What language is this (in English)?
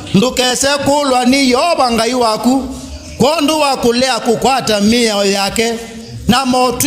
Kamba